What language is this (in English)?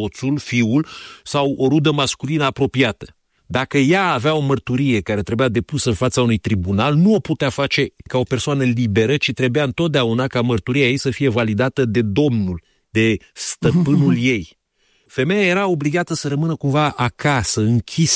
Romanian